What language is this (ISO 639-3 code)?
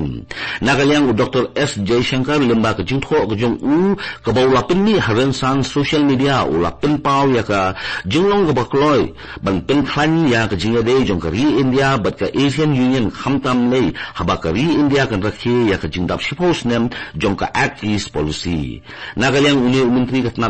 kha